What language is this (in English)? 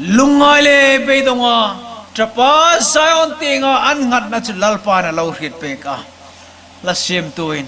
Hmar